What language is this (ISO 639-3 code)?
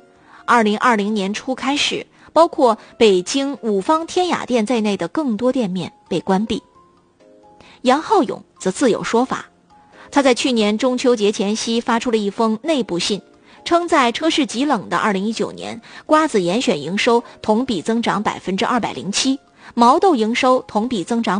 zho